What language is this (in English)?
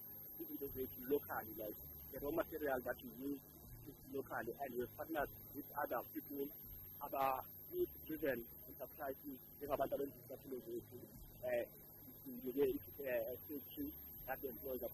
South Ndebele